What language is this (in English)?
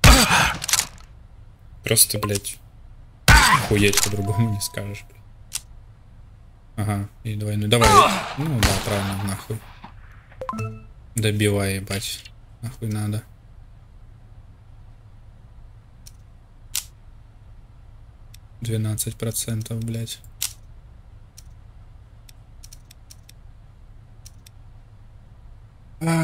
Russian